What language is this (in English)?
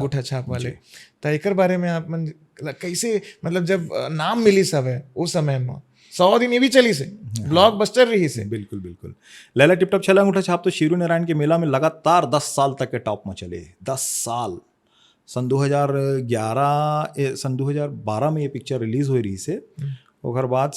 Chhattisgarhi